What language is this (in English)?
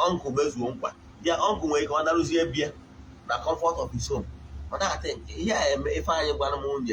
Igbo